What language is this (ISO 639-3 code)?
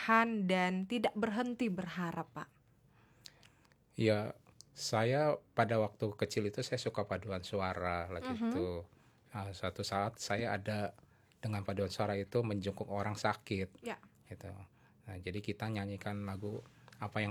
ind